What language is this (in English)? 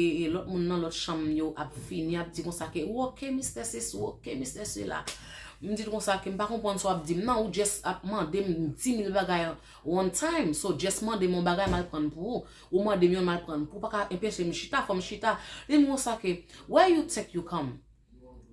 Haitian Creole